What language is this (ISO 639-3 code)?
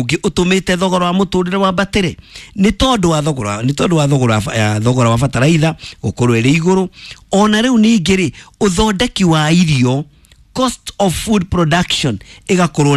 kik